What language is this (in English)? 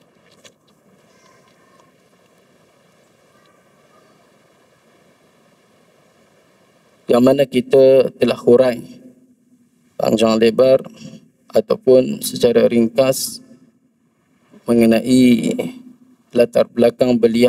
Malay